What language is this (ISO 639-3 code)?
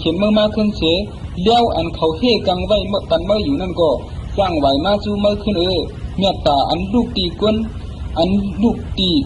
shn